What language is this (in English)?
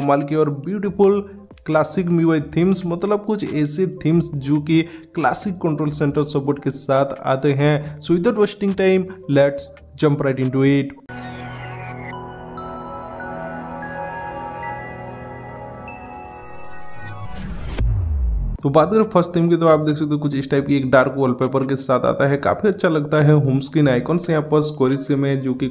Hindi